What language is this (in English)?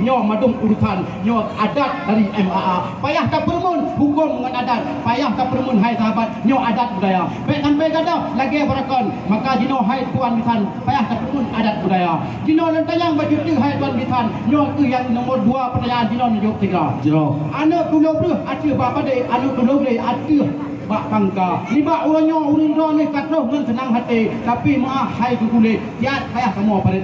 Achinese